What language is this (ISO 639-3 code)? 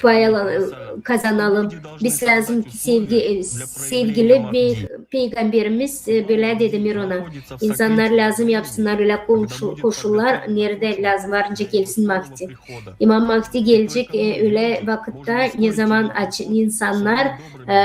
gag